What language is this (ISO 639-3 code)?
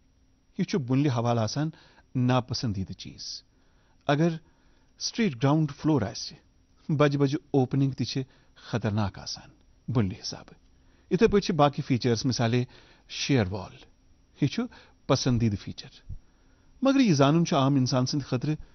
kas